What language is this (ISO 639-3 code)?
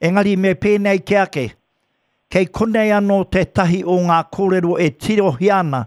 mri